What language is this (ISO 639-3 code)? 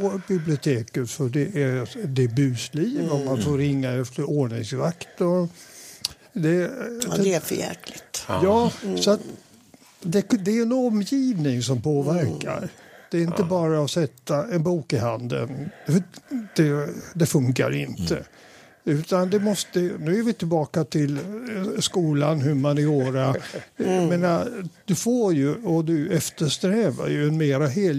swe